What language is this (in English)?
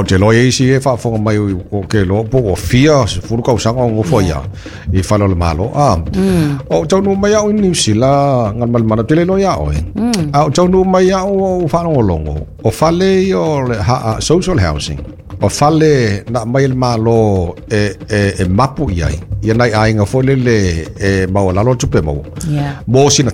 Samoan